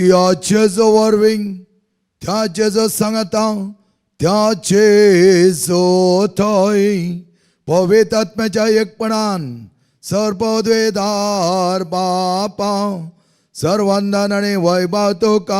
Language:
Konkani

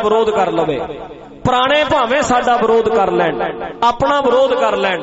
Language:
Punjabi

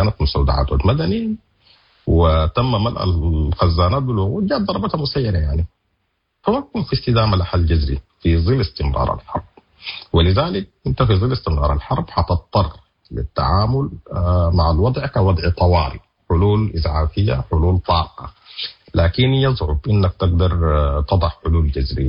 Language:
Sudanese Arabic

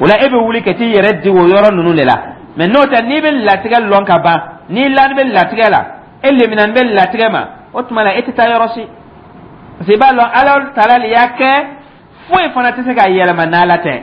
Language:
Dyula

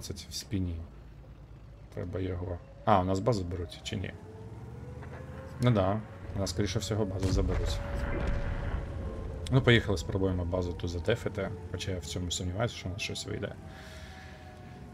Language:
Ukrainian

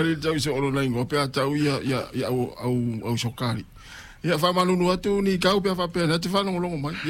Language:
Samoan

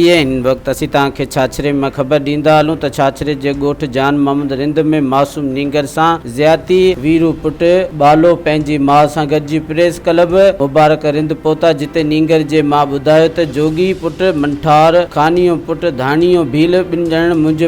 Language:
Sindhi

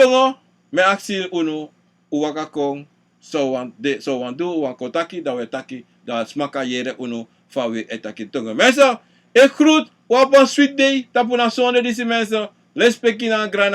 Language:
Sranan Tongo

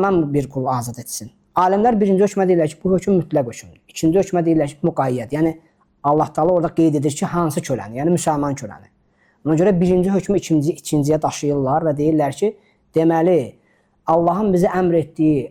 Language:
Azerbaijani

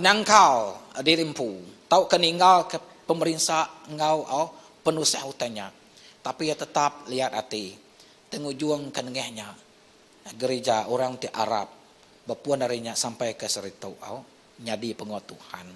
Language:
Iban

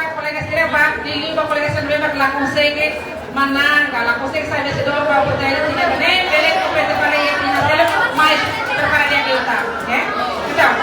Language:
Tetum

